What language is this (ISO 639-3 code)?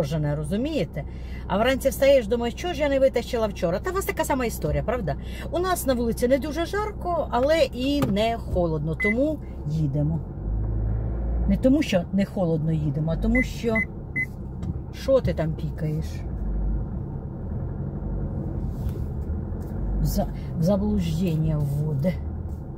ukr